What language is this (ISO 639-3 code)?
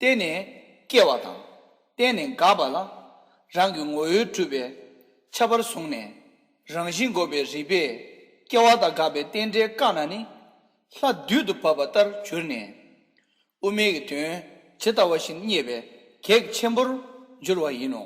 bod